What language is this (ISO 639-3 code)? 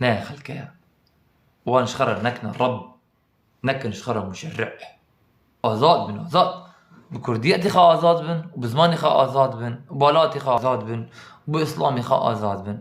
kur